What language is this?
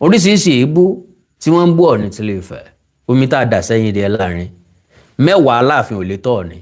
Yoruba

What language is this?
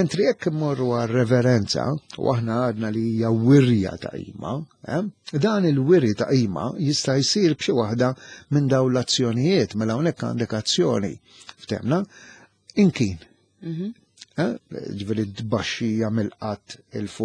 Maltese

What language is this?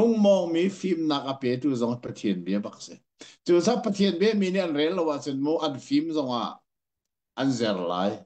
Hakha Chin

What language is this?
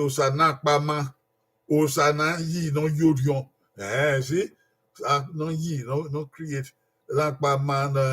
Bini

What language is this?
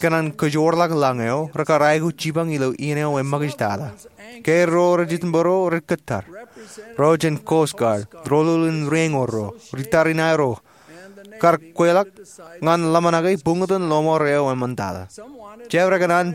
Marshallese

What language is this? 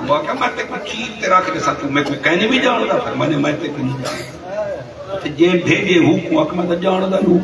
Saraiki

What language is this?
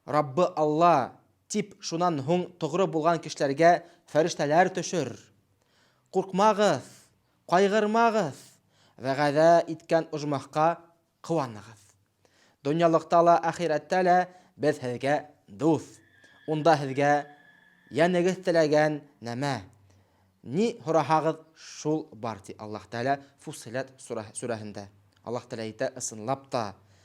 Bashkir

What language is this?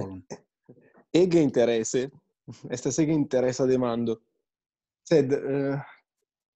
Esperanto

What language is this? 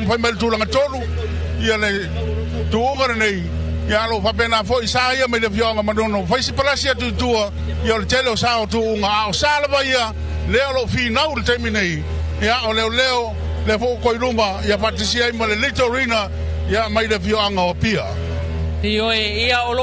Samoan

